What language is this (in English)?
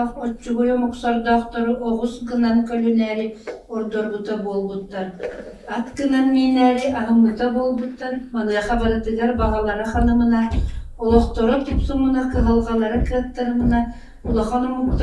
Yakut